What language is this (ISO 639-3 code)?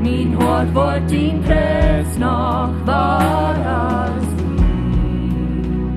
pdt